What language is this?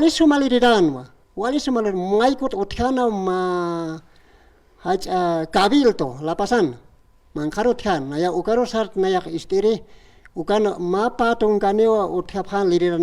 Aymara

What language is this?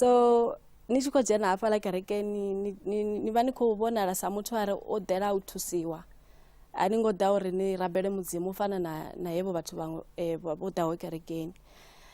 Venda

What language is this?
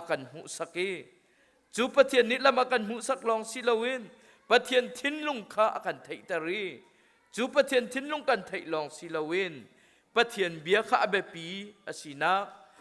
Hakha Chin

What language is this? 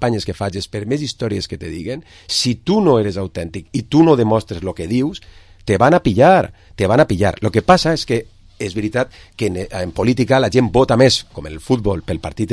Catalan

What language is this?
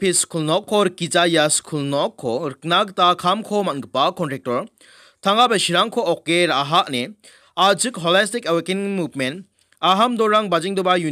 Garo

